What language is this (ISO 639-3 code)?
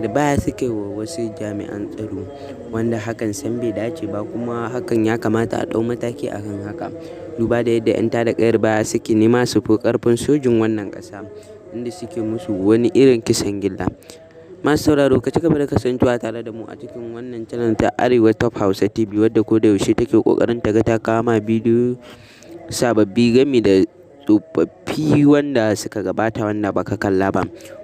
hau